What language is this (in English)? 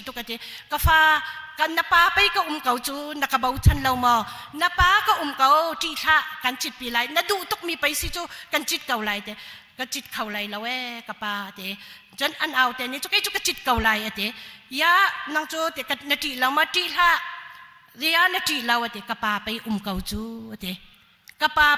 Hakha Chin